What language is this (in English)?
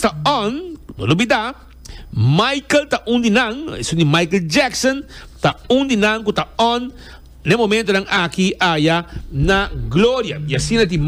Papiamento